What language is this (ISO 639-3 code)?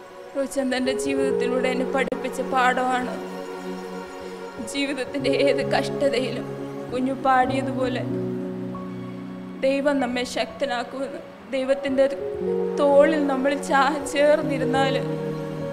mal